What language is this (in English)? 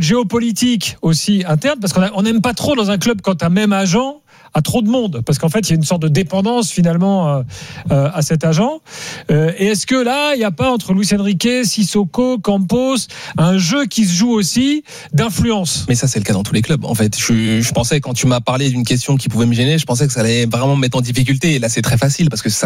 French